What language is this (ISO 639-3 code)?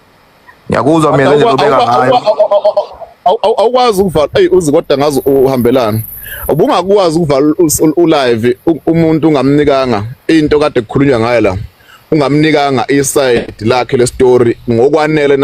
zul